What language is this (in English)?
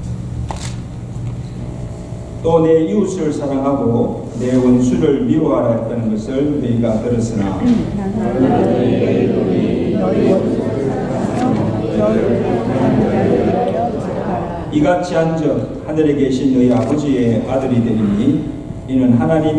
Korean